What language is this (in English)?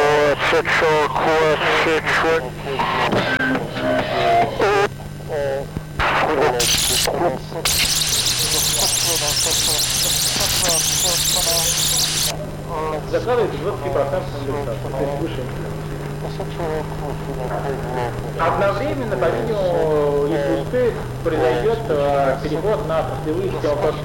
Russian